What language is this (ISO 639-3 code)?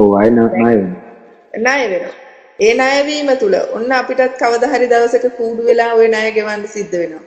sin